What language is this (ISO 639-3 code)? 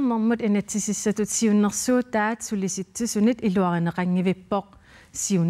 kal